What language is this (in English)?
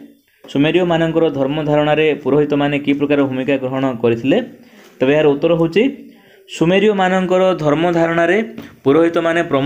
Odia